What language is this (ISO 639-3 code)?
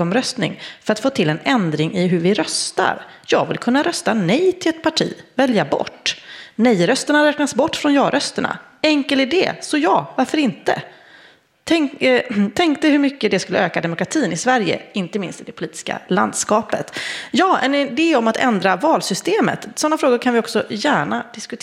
swe